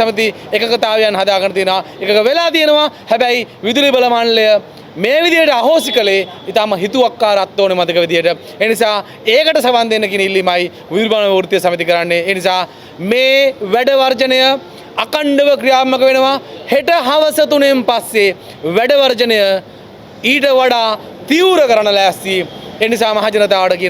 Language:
Sinhala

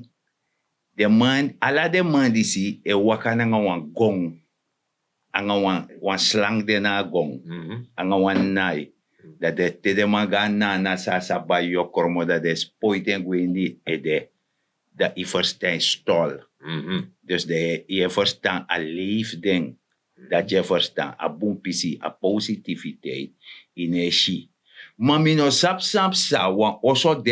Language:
Sranan Tongo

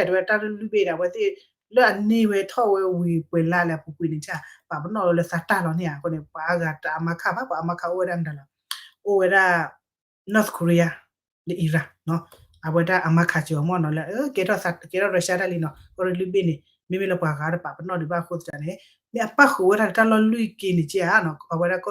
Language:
S'gaw Karen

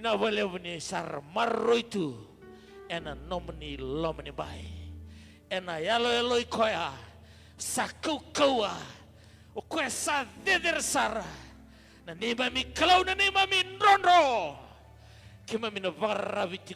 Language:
Fijian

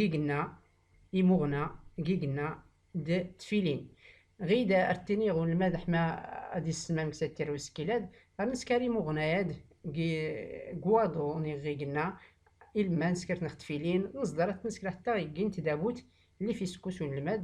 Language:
Tachelhit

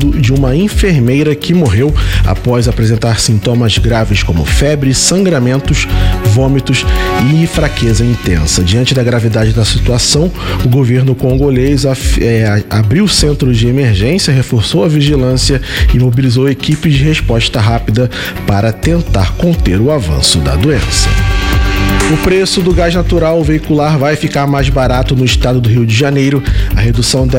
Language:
Portuguese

